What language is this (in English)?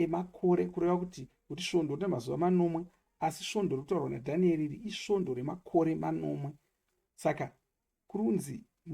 Shona